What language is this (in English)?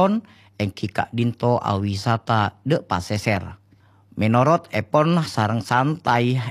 Madurese